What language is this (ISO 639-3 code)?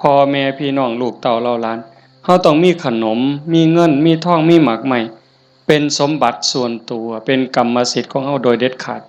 tts